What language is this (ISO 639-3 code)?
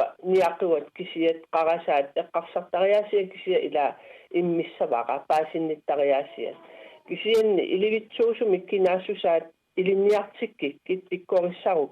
kal